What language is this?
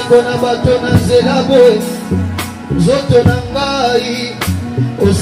Lingala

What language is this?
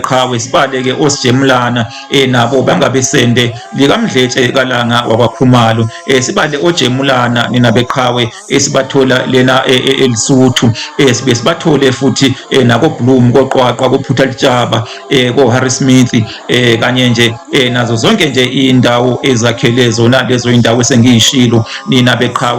Zulu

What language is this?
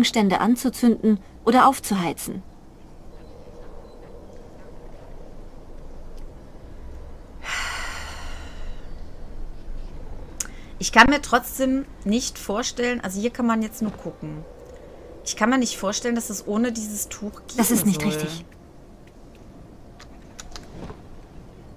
German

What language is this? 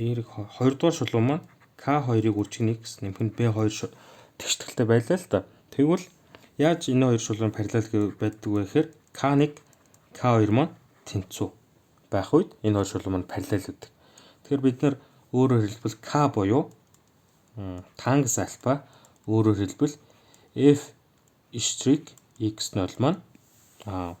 Mongolian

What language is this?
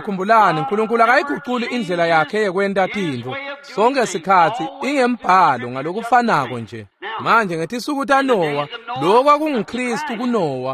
Swati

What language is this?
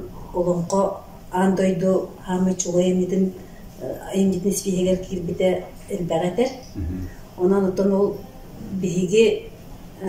Yakut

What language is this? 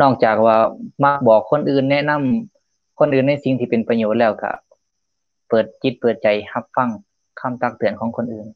Lao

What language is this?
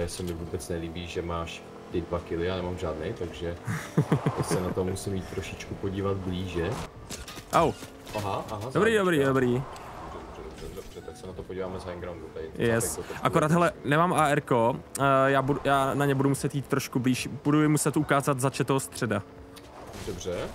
Czech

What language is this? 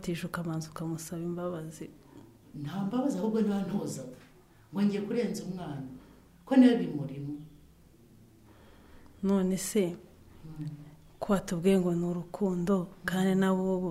Kinyarwanda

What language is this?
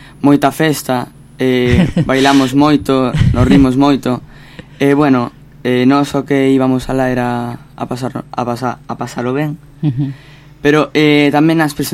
Galician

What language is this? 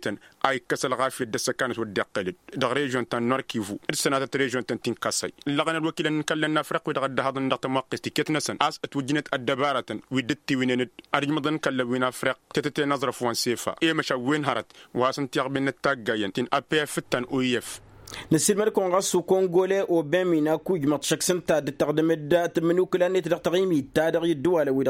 Tamasheq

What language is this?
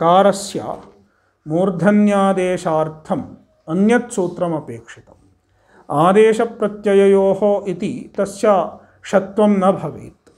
Sanskrit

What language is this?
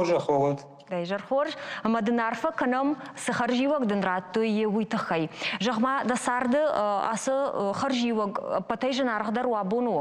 Ossetic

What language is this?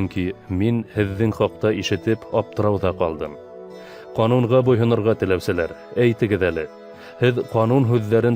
Bashkir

